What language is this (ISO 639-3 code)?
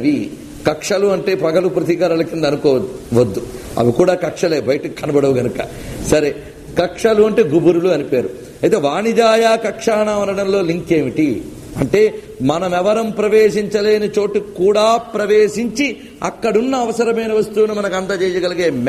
tel